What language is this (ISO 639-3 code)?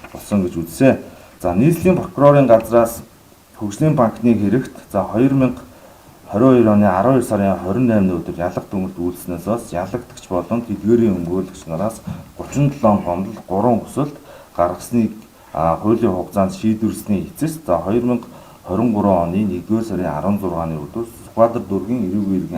mon